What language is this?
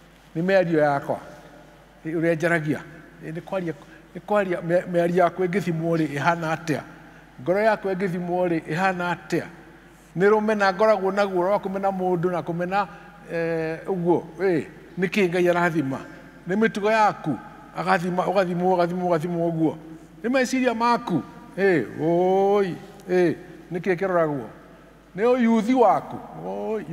Kikuyu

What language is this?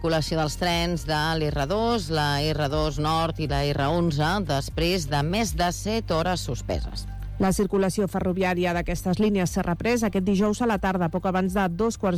Catalan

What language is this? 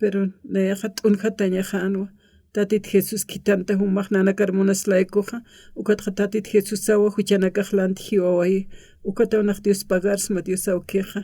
Aymara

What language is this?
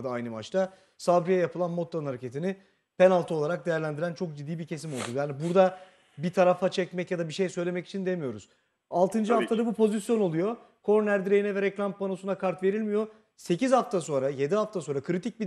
Turkish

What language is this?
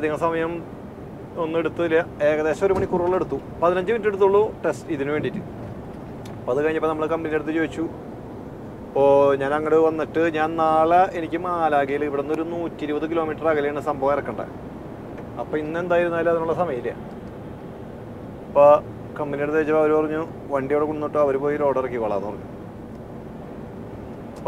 Malayalam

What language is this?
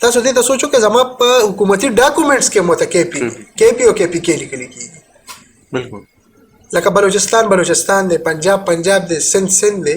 Pashto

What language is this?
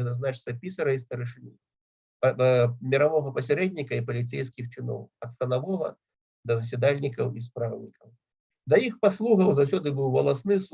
Belarusian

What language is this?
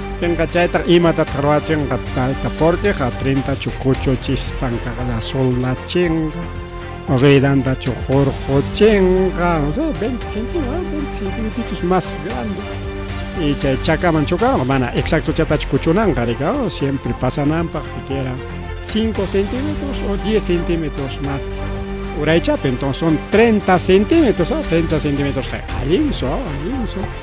Ayacucho Quechua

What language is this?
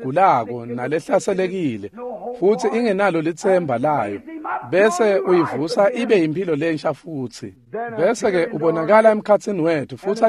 Swati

